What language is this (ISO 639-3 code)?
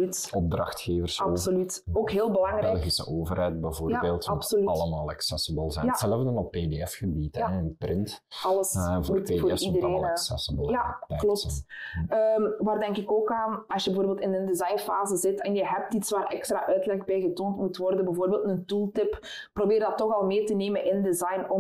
nld